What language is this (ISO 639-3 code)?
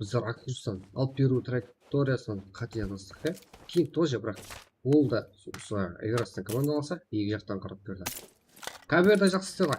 kaa